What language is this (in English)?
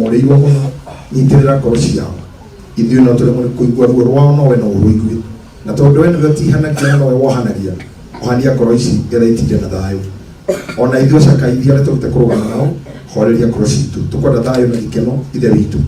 Kikuyu